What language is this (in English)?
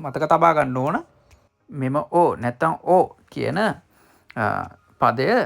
Sinhala